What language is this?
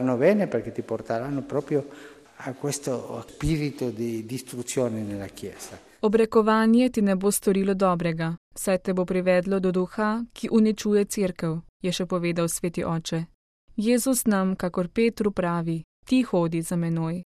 Slovenian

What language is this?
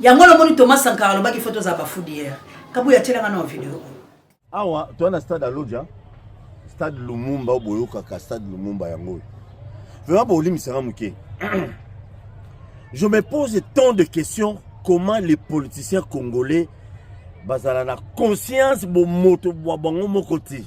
Lingala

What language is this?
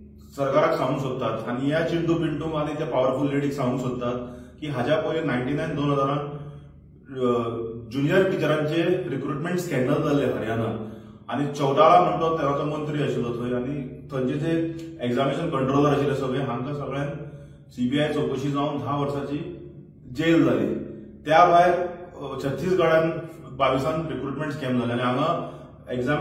Konkani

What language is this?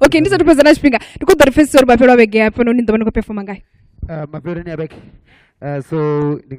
Venda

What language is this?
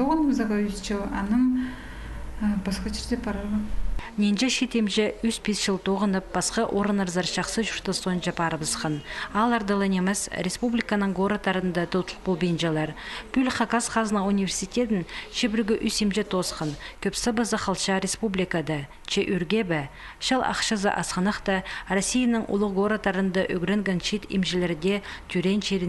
Khakas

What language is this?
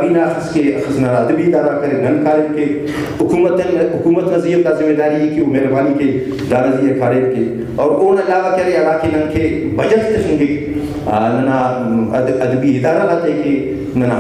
Brahui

